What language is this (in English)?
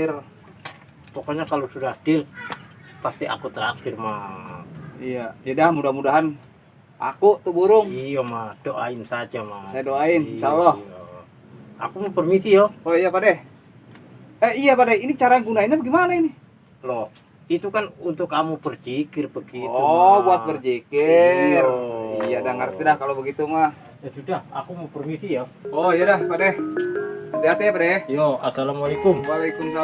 Betawi